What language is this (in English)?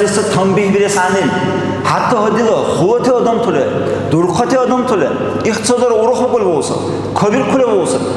Dargwa